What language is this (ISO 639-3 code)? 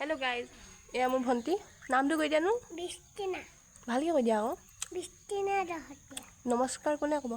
asm